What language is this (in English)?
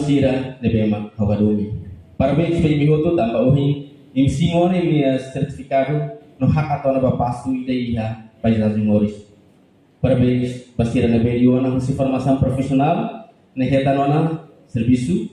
Tetum